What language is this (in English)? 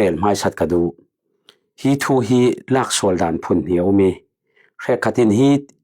Falam Chin